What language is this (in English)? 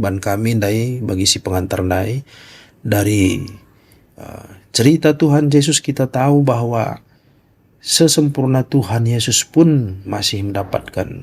Batak Karo